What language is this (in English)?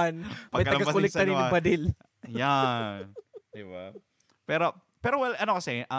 Bikol